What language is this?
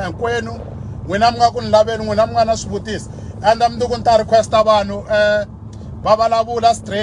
Tsonga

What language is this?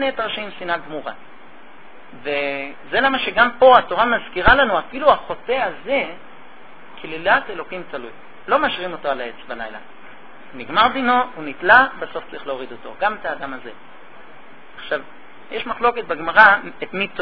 Hebrew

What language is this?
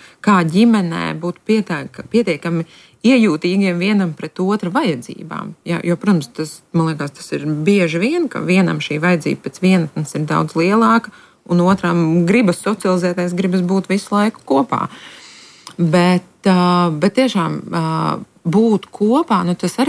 Latvian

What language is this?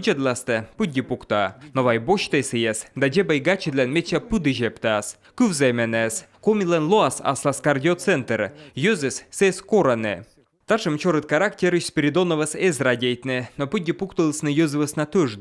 Komi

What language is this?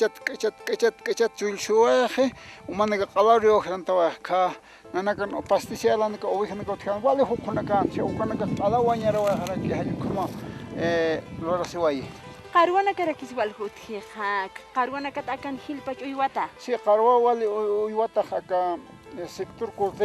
Aymara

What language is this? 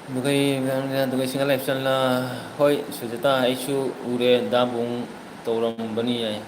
Manipuri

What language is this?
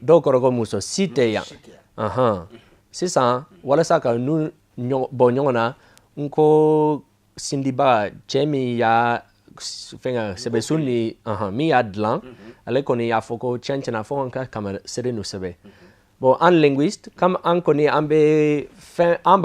Bambara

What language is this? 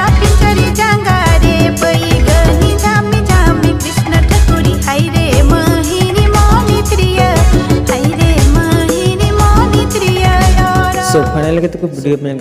Santali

